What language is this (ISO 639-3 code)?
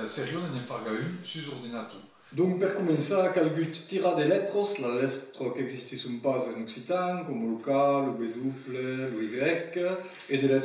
oci